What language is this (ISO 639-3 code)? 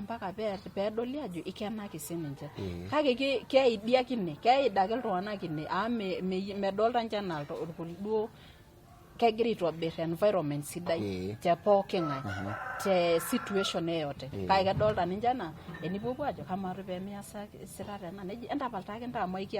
mas